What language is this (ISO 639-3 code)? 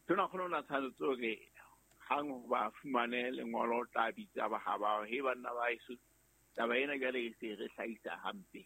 sot